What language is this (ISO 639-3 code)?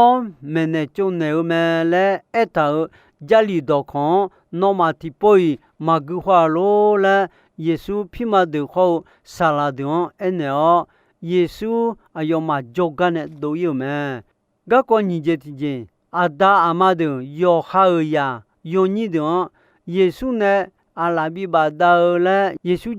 ahk